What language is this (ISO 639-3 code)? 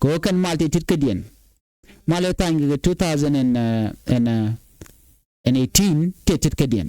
nus